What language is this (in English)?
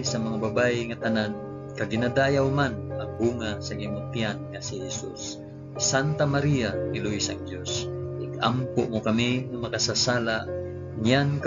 Hiligaynon